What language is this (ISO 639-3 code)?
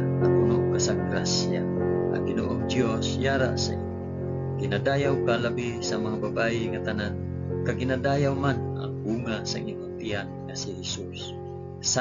hil